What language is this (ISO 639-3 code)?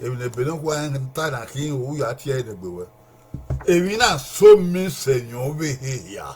bin